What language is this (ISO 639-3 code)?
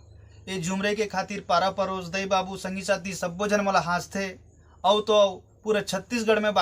hne